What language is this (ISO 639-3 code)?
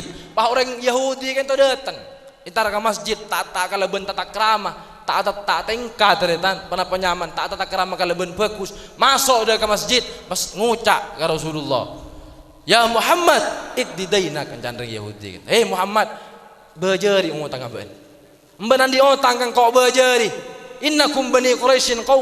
mad